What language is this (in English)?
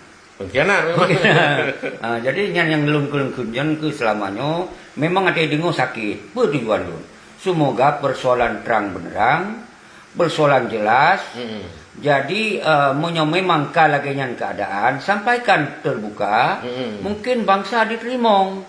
Achinese